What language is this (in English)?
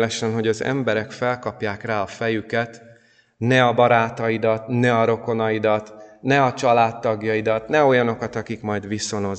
Hungarian